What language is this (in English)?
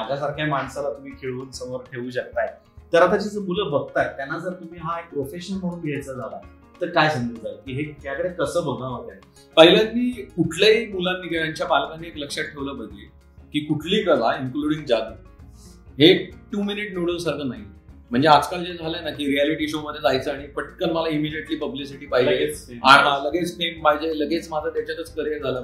Marathi